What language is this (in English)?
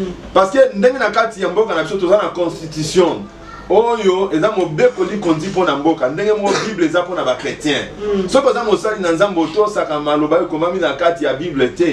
Lingala